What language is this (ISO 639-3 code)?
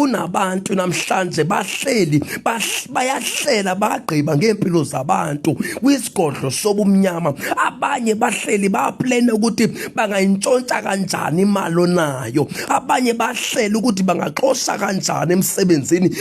zul